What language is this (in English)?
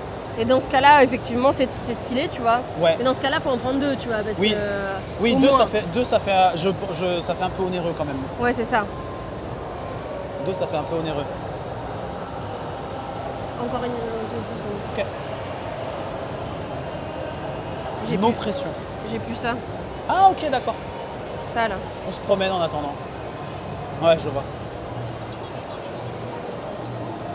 French